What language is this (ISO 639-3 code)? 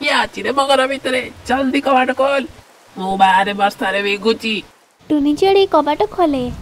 ori